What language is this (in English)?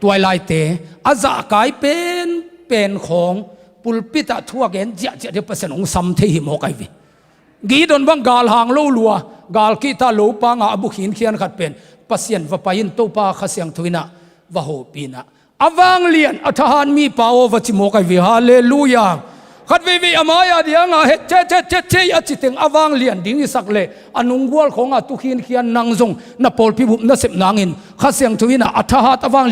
Tedim Chin